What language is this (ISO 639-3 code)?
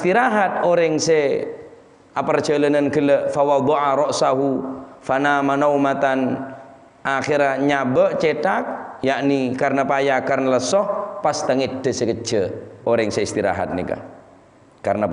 mad